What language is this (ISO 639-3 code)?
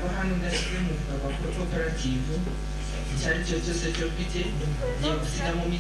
nyn